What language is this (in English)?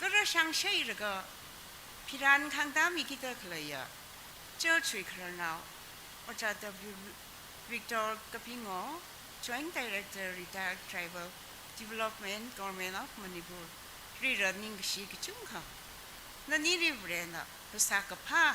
Tangkhul Naga (India)